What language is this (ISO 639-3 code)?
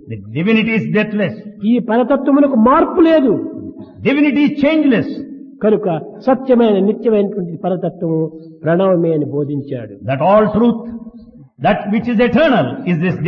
tel